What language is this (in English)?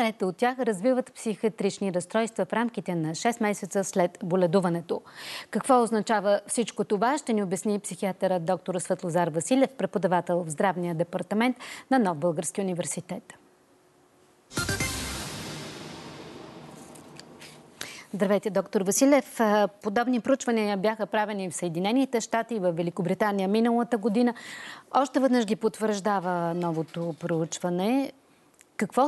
Bulgarian